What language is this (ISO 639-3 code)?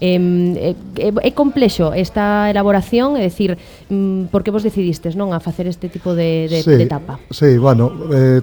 glg